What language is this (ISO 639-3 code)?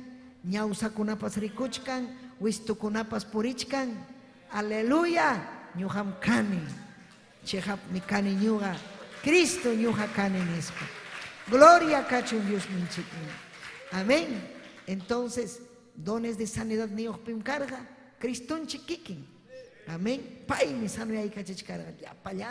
quy